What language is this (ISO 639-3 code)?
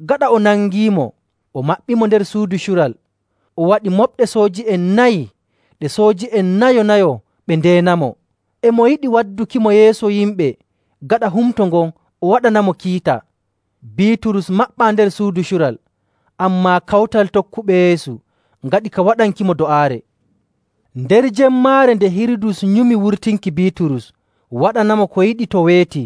fuv